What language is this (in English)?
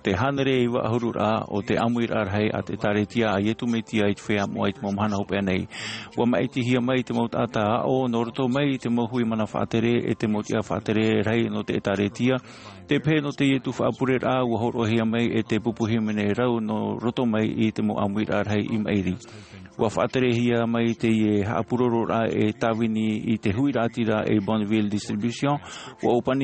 Tahitian